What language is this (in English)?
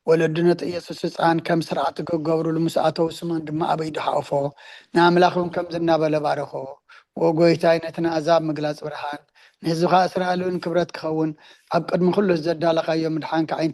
Tigrinya